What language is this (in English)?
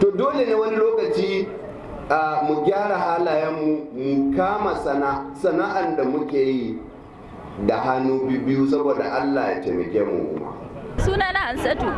Hausa